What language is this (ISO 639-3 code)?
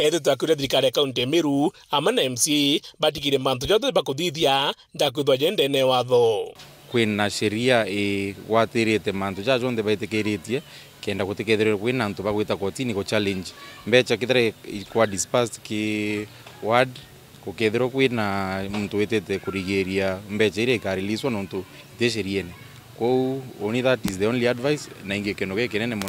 mer